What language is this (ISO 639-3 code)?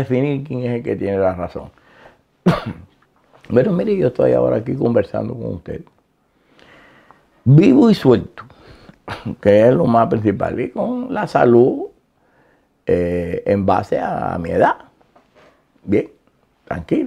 spa